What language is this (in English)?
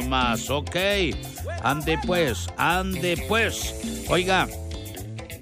Spanish